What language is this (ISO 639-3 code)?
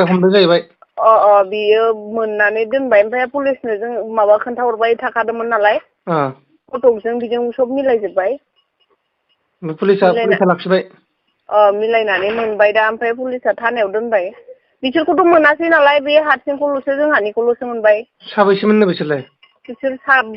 brx